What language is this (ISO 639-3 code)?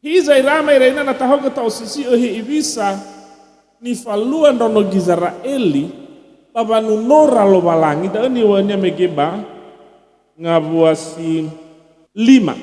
nia